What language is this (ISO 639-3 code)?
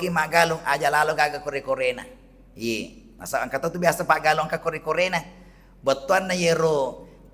bug